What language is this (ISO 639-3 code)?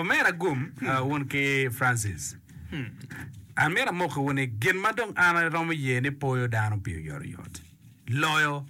ach